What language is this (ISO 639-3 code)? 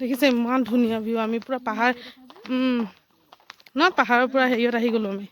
asm